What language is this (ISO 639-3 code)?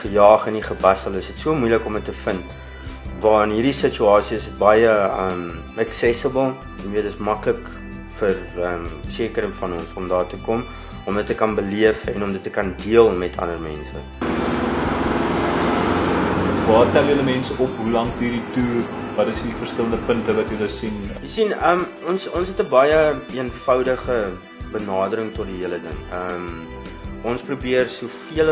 afr